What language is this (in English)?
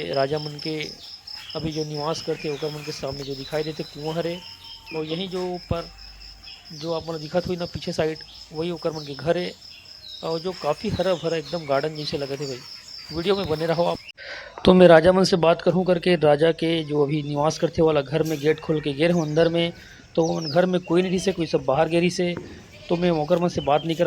Chhattisgarhi